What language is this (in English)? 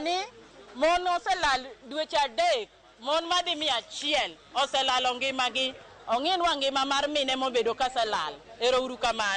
Luo (Kenya and Tanzania)